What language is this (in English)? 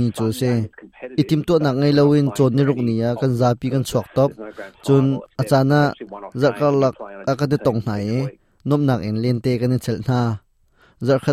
Hakha Chin